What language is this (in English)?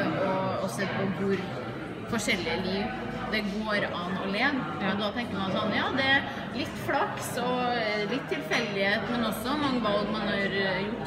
Norwegian